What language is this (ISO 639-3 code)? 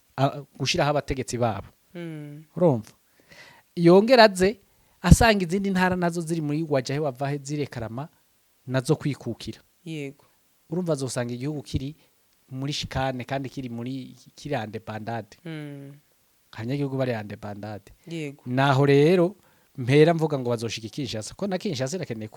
run